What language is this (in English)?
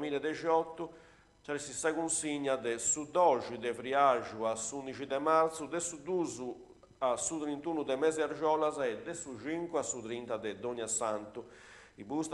Sardinian